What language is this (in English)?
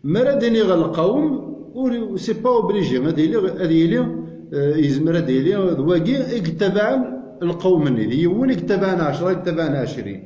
Kabyle